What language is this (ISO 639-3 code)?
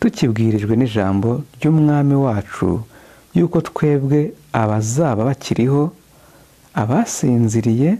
kin